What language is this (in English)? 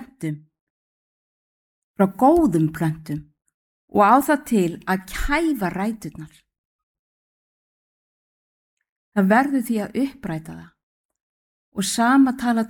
Icelandic